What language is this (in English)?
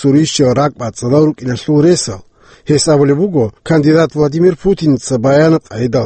Avaric